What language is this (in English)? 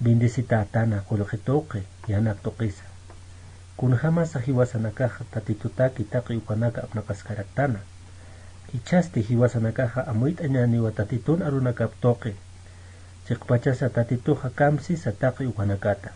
Aymara